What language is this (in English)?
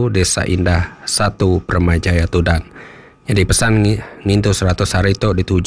Iban